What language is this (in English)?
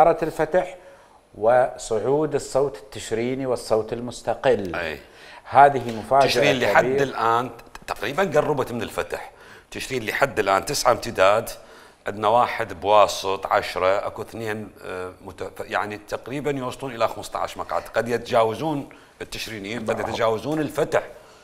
Mesopotamian Arabic